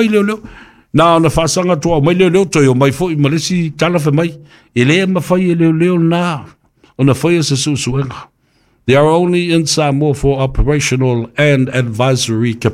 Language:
Samoan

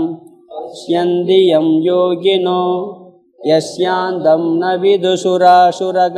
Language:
Tamil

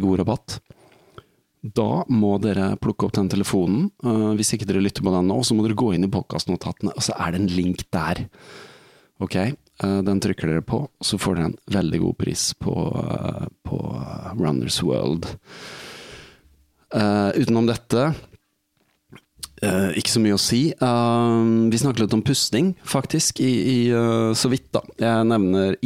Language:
Norwegian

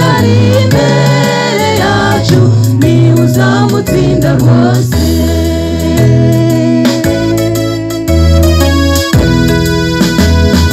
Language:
Kinyarwanda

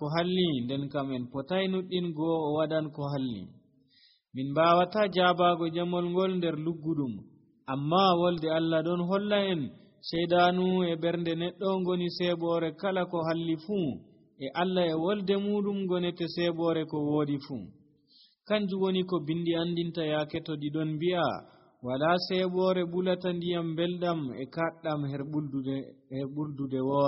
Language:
Nigerian Fulfulde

